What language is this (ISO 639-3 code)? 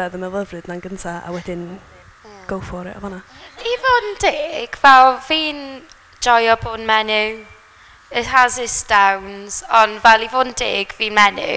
cym